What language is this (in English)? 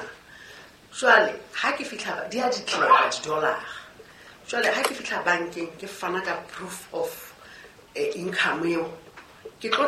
Southern Sotho